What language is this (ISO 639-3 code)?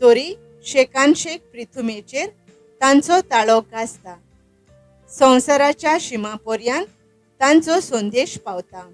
kok